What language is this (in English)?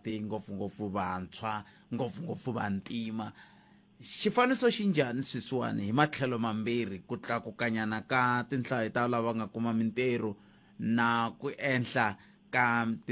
Tsonga